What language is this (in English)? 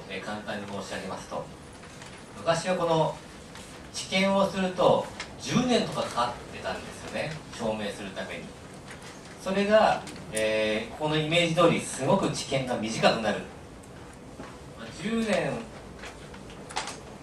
Japanese